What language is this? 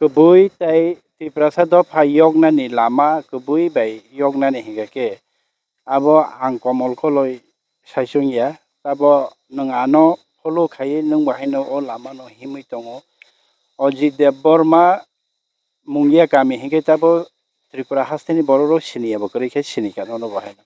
Kok Borok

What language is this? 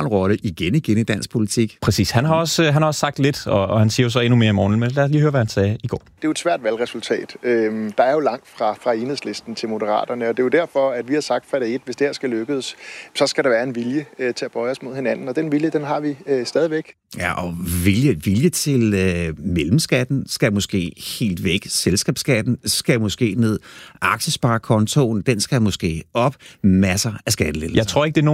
Danish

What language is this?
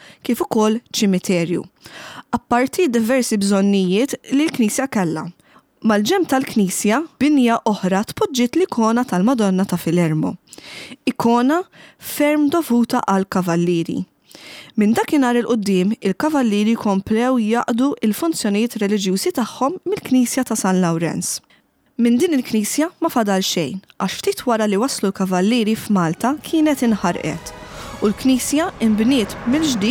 Maltese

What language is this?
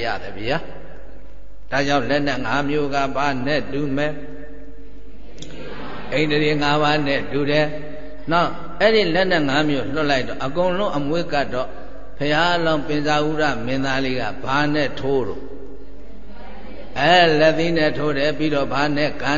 Burmese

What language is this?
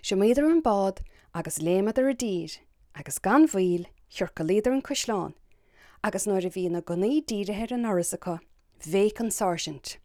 Irish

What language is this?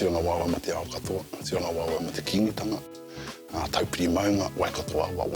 Māori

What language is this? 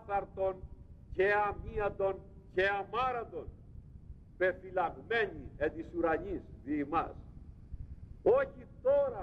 Greek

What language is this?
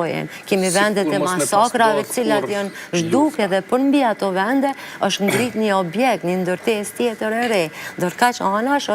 Albanian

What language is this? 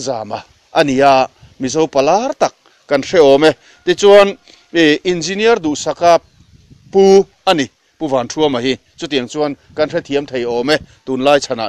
Mizo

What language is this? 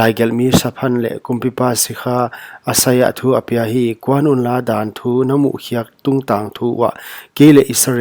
Paite Chin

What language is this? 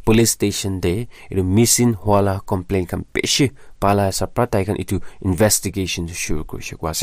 Naga Pidgin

